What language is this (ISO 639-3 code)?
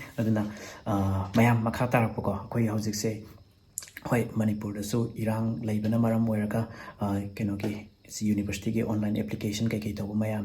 mni